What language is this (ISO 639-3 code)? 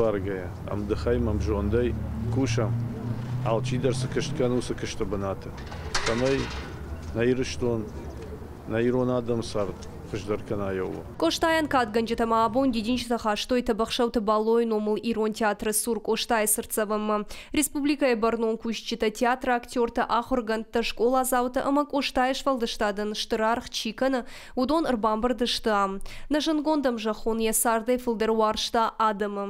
oss